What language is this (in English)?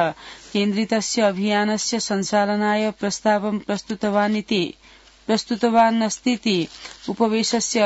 Sanskrit